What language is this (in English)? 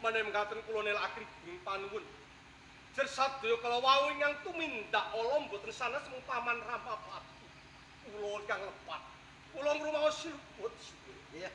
Javanese